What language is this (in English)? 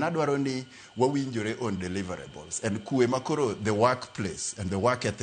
Luo (Kenya and Tanzania)